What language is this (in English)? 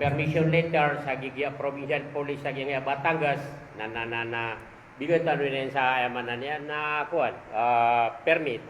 Maranao